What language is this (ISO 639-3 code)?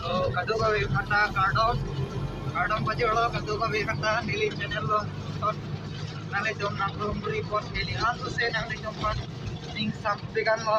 mjw